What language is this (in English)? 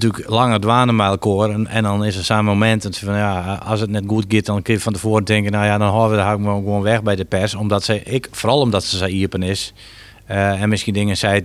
Western Frisian